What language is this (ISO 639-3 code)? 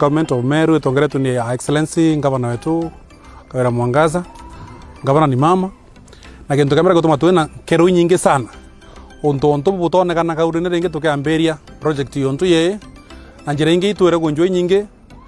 mer